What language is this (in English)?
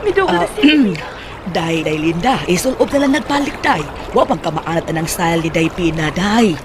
Cebuano